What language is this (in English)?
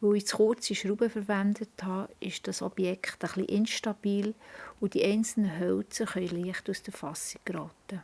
Swiss German